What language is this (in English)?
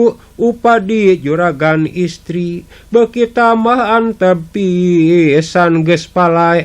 Sundanese